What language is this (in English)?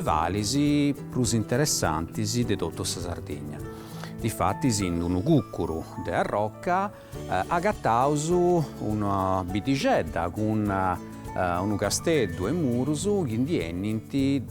Sardinian